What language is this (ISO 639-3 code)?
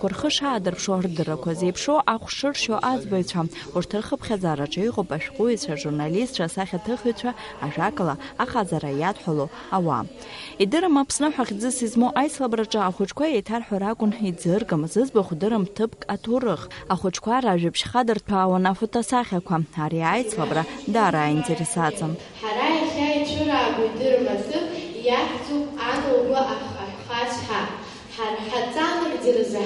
abk